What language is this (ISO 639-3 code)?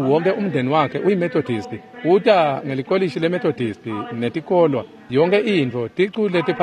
ssw